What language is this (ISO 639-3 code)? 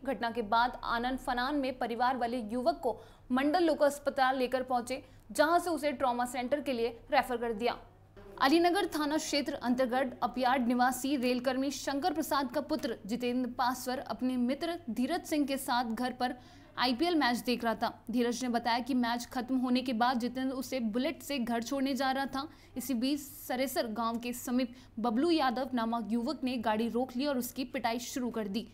hin